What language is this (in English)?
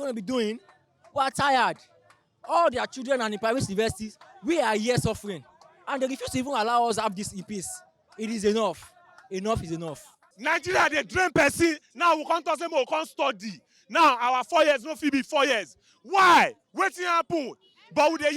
Nigerian Pidgin